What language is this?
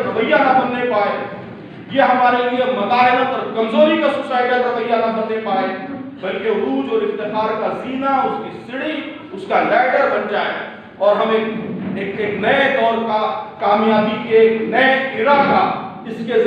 Urdu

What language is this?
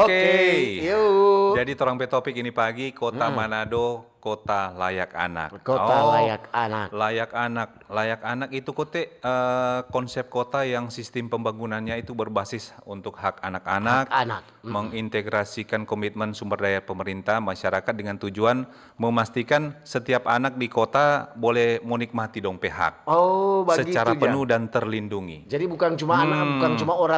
Manado Malay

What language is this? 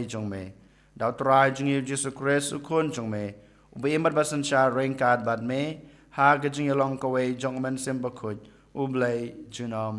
Khasi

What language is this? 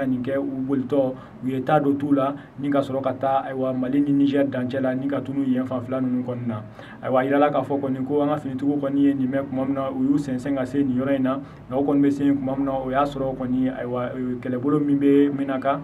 Bambara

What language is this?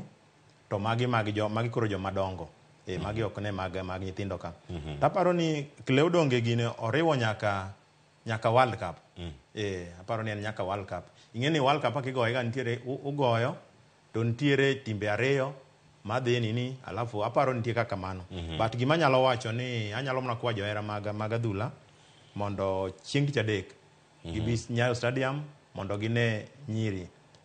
Luo (Kenya and Tanzania)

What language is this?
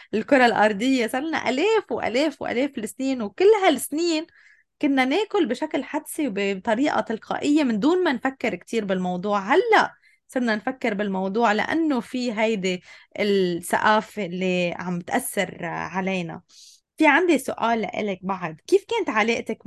North Levantine Arabic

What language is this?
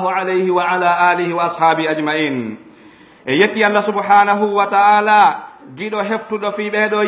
Pular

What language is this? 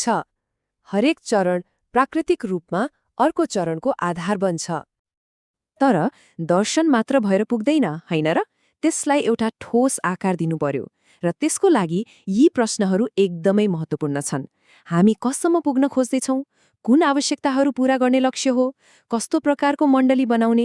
Nepali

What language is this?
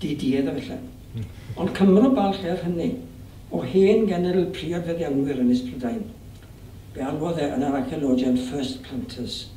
Welsh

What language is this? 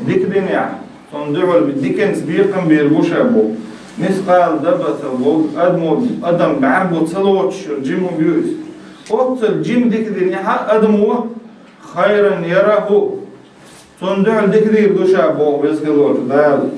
Chechen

